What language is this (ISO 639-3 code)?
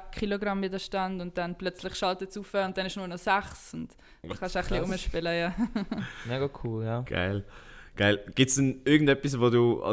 gsw